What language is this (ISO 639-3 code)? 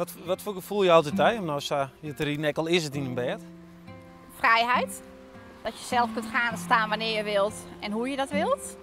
fry